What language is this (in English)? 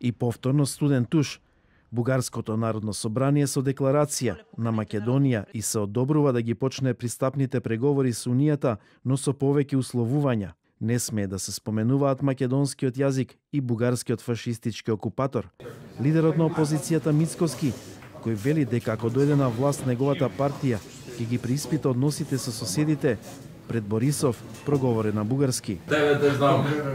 Macedonian